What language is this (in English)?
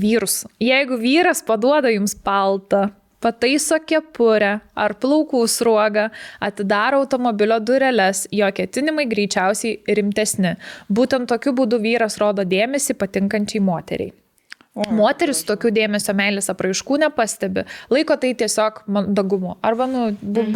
Lithuanian